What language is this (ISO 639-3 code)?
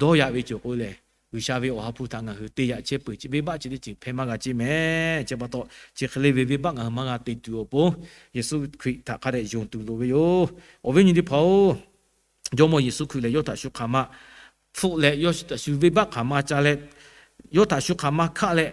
lhu